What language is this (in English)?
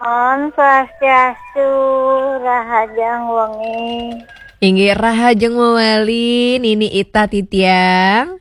Balinese